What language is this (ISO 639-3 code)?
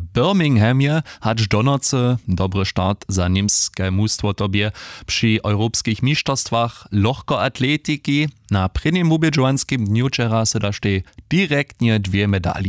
hsb